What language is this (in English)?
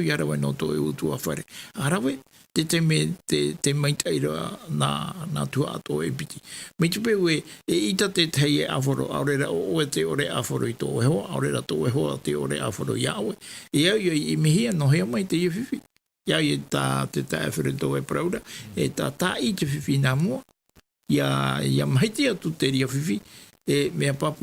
Tahitian